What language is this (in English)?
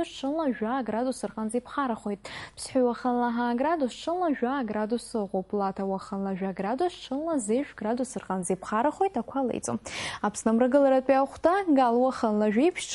Abkhazian